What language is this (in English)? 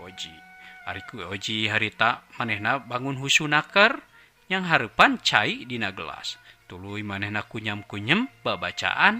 Sundanese